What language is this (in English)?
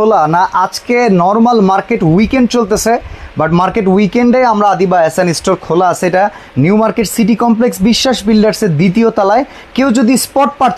Bangla